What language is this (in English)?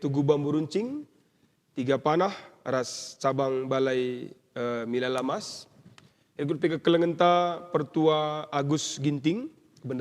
Batak Karo